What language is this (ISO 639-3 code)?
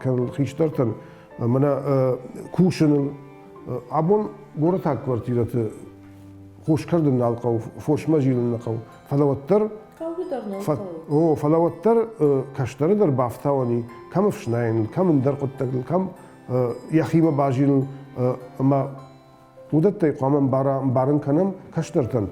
oss